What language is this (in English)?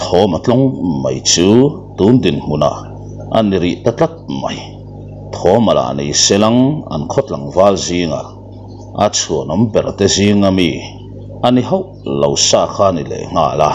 Mizo